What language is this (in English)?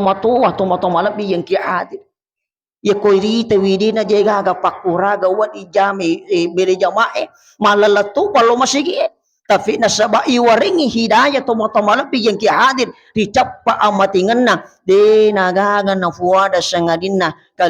Buginese